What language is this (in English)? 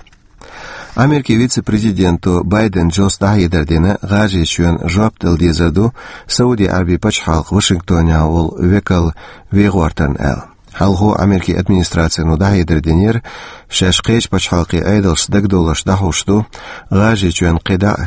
Chechen